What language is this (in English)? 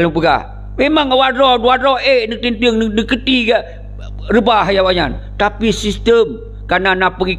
Achinese